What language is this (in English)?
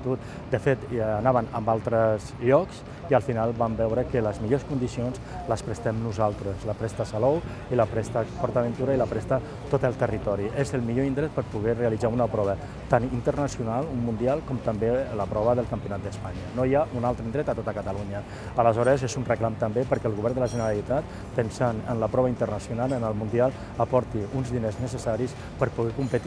Catalan